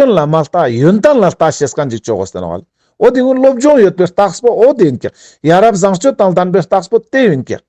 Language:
Ladakhi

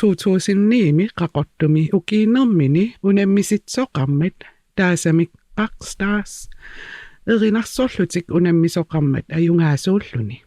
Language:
Kalaallisut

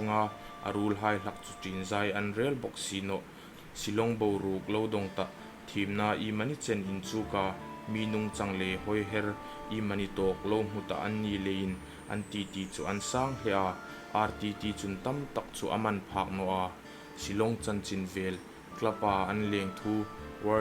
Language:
Hmar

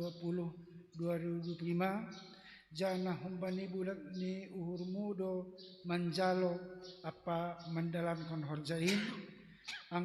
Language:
Batak Simalungun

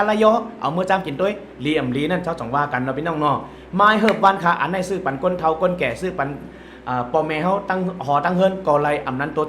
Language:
Shan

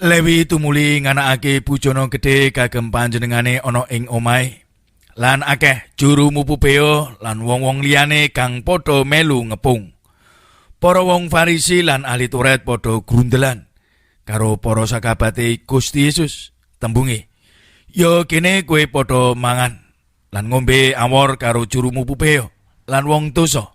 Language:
Javanese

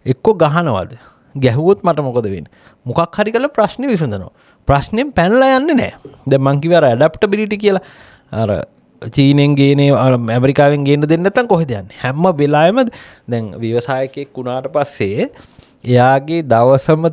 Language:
Sinhala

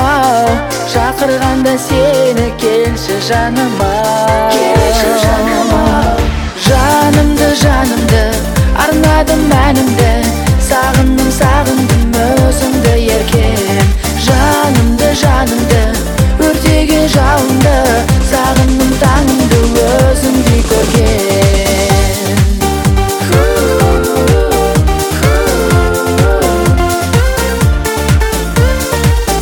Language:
Kazakh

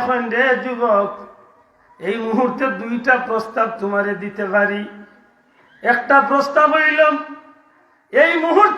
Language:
Sylheti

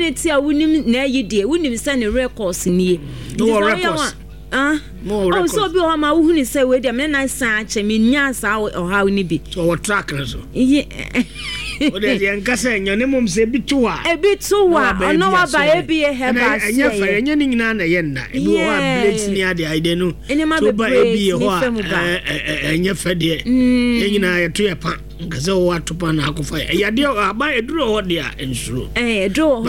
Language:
Akan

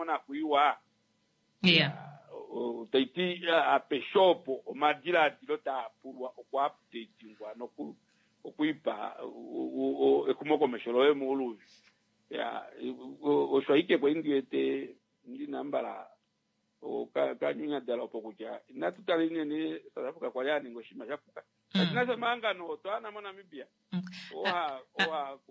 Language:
Kuanyama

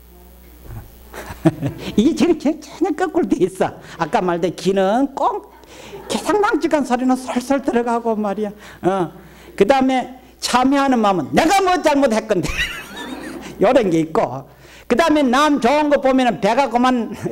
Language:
Korean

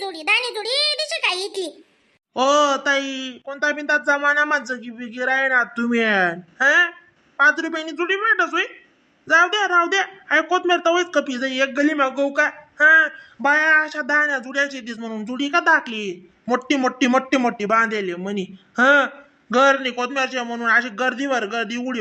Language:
Khandesi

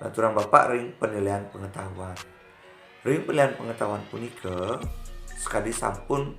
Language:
Balinese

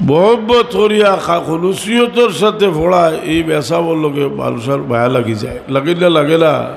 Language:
Sylheti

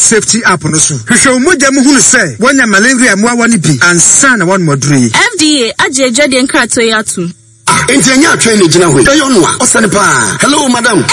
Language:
Akan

